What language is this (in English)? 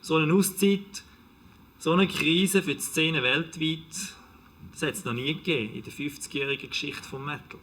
Swiss German